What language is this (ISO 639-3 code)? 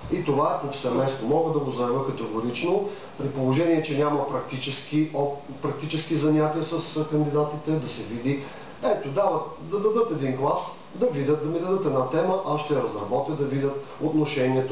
bul